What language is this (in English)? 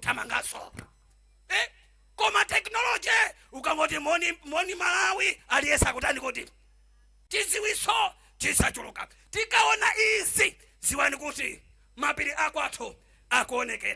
Nyanja